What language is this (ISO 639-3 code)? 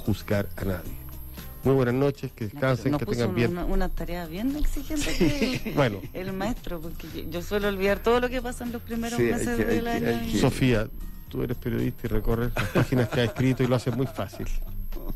spa